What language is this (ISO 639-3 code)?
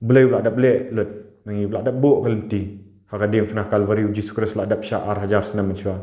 kha